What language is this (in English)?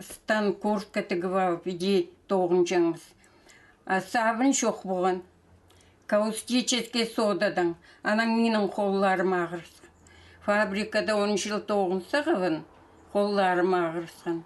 Khakas